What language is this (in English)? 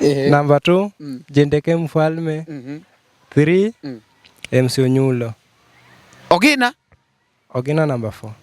Luo (Kenya and Tanzania)